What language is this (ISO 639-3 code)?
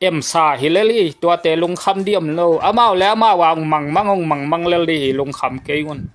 ctd